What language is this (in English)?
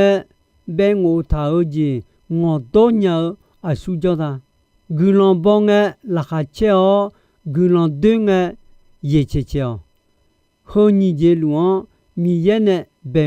Akha